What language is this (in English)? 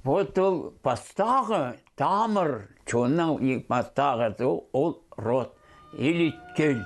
Khakas